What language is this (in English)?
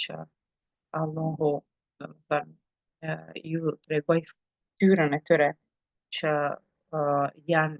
Albanian